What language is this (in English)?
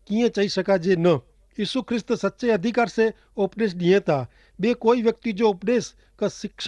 Kachhi